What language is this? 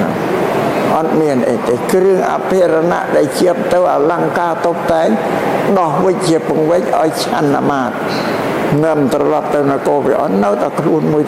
Khmer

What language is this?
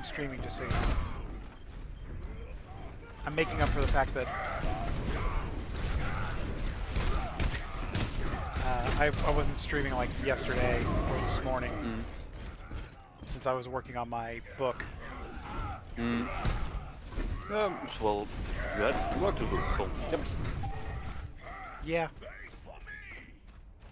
English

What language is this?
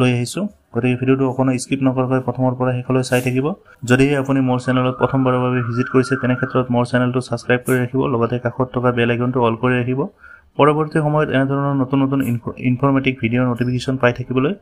Assamese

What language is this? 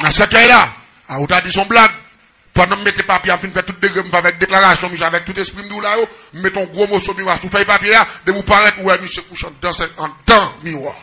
Haitian Creole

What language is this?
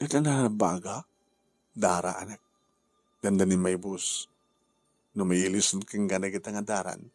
Iloko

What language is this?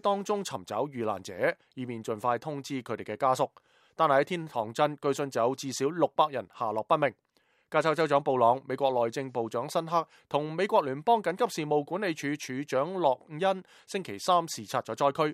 Cantonese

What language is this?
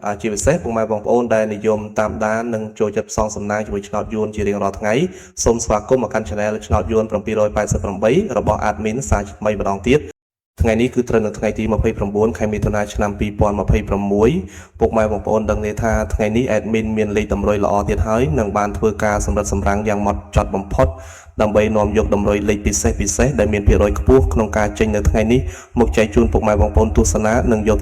Khmer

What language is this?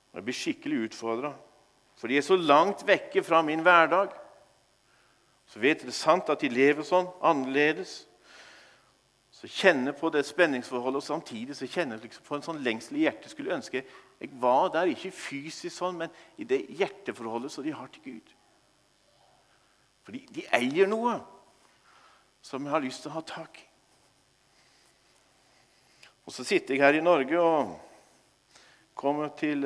Norwegian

